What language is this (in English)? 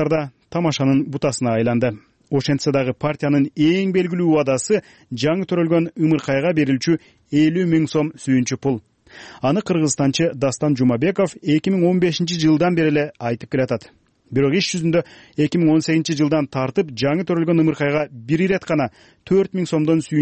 Kyrgyz